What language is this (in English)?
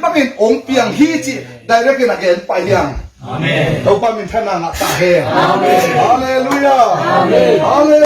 Tedim Chin